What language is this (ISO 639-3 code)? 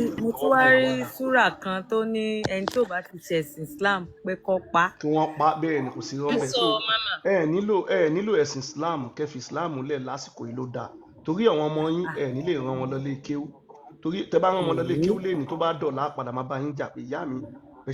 yor